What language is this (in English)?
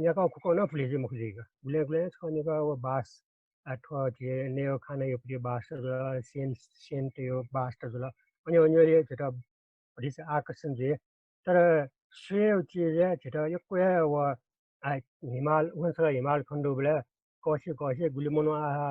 Newari